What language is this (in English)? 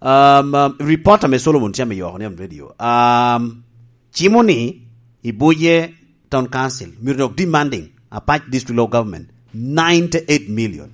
Lango (Uganda)